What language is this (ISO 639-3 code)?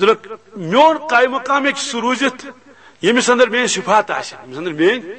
kas